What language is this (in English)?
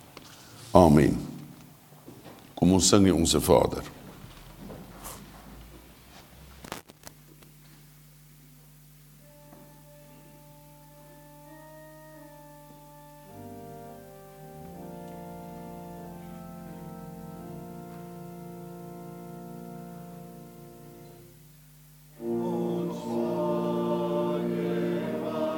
Afrikaans